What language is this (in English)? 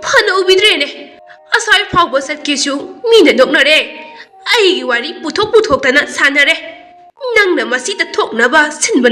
Manipuri